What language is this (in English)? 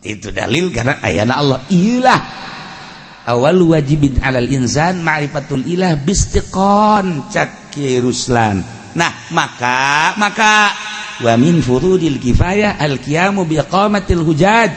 Sundanese